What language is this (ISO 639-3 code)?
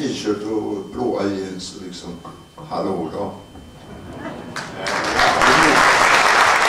swe